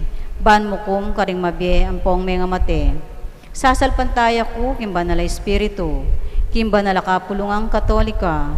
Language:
Pampanga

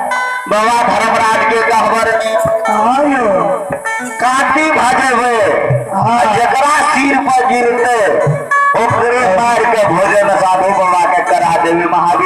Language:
Maithili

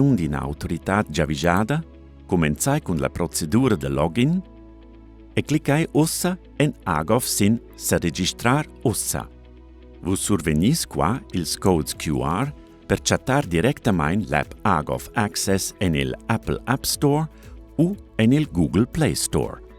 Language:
Romansh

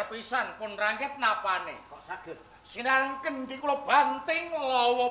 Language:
Javanese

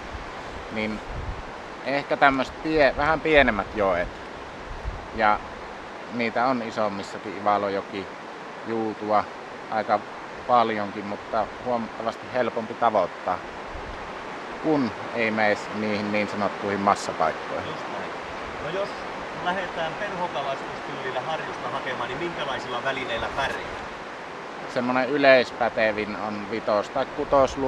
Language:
Finnish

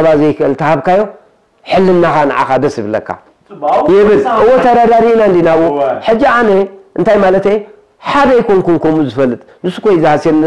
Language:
Tigrinya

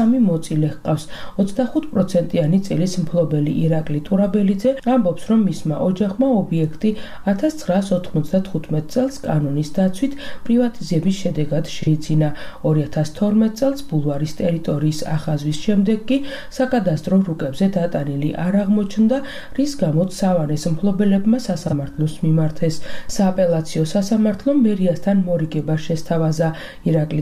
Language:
Georgian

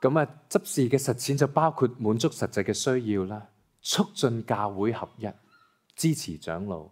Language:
Cantonese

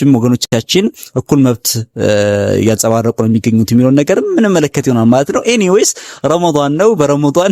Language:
Amharic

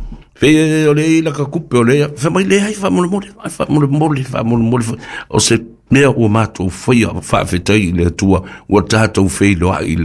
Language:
Samoan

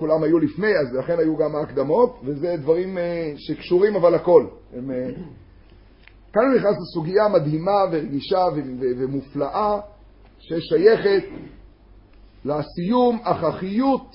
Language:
Hebrew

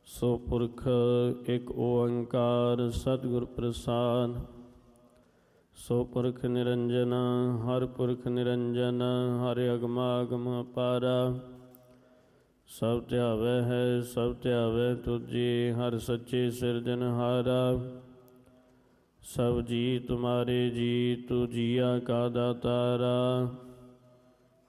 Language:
Punjabi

